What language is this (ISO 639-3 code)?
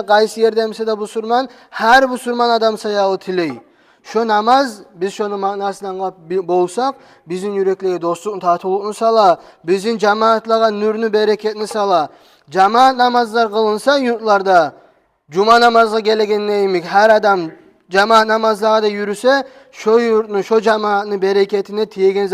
kum